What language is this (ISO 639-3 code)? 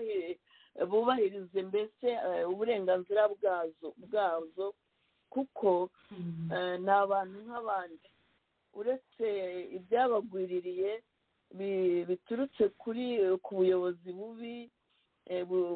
kin